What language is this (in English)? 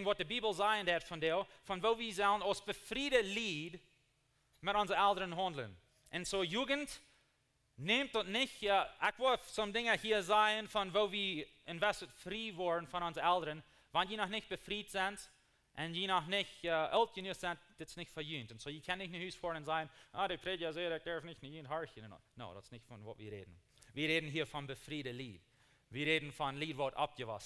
Plautdietsch